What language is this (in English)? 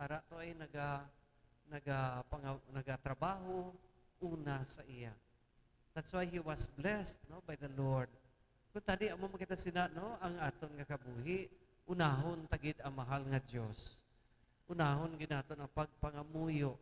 Hiligaynon